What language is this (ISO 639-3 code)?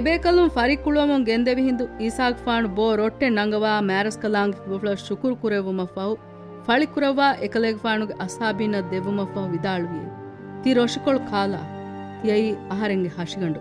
div